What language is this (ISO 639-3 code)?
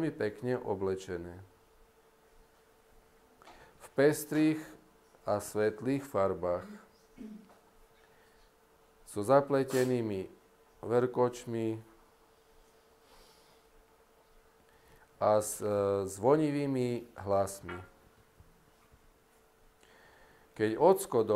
slk